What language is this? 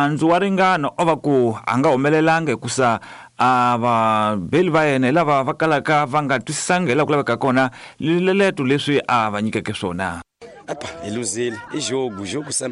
Tsonga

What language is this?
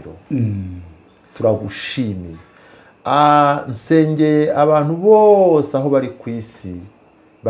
Kinyarwanda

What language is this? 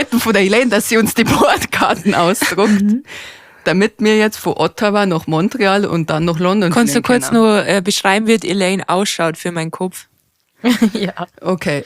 Bavarian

